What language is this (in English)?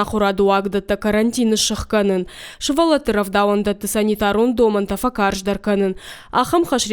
Ossetic